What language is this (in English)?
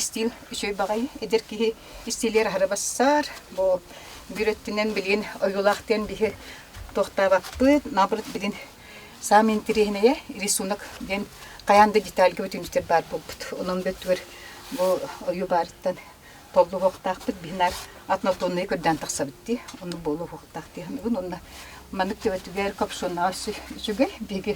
Yakut